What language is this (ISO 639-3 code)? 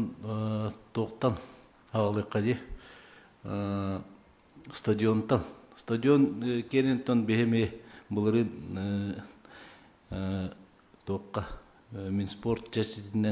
sah